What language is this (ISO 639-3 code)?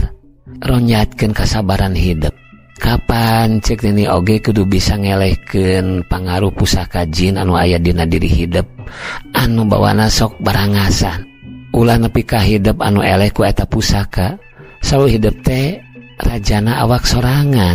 sun